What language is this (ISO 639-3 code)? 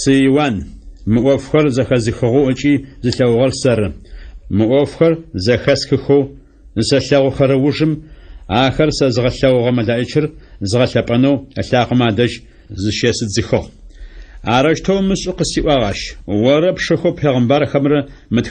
ady